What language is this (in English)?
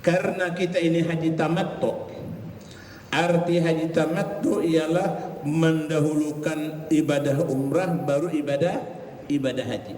Banjar